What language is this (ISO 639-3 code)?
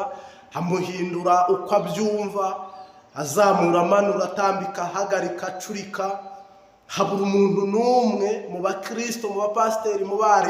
kin